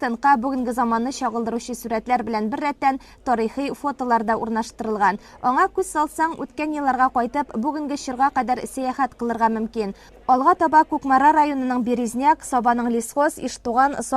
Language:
Tatar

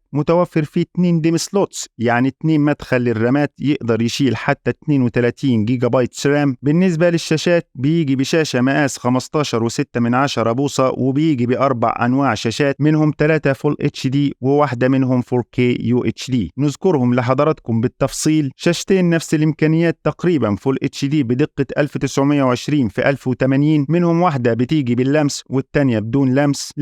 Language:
Egyptian Arabic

